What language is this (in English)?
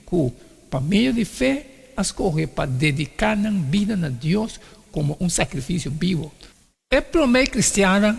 Papiamento